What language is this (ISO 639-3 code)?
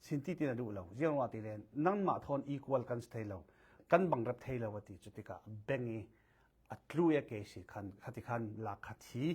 cfm